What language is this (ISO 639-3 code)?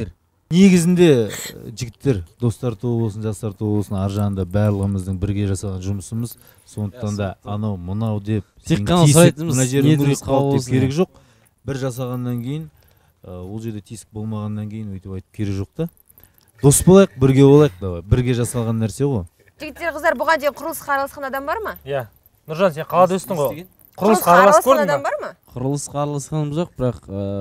kaz